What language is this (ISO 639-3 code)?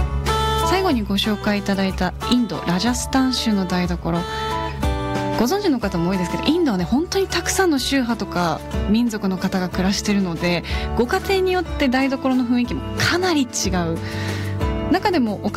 jpn